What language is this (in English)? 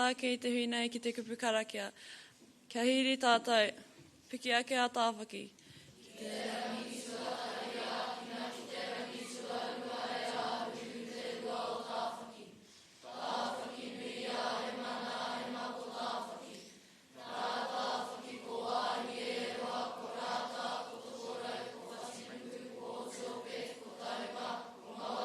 Māori